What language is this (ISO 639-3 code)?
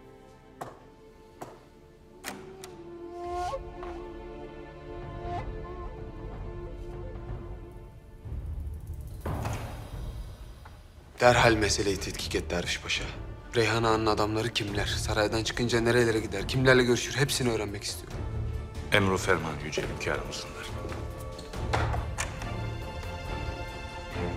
tur